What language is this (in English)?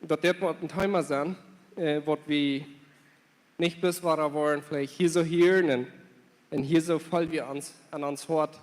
Plautdietsch